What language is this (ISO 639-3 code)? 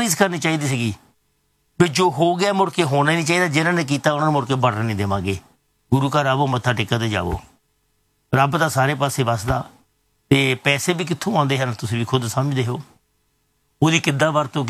pan